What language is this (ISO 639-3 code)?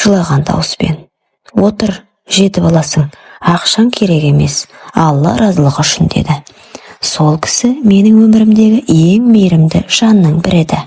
kaz